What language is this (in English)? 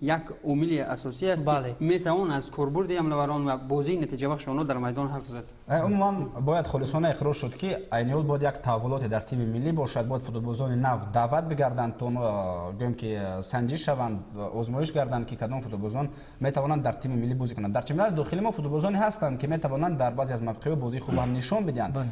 Tajik